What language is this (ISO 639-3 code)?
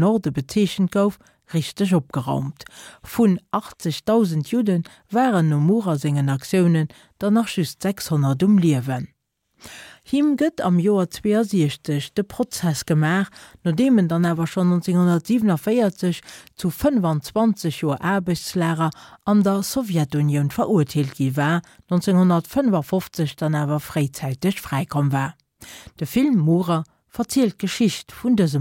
ltz